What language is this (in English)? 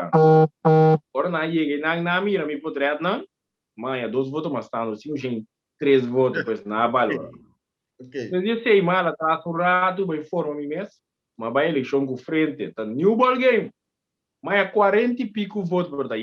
Papiamento